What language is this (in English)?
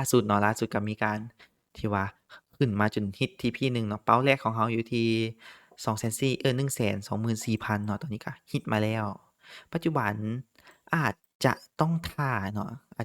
Lao